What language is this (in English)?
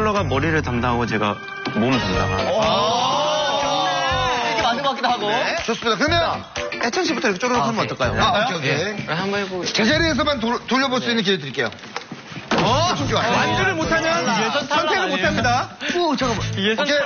Korean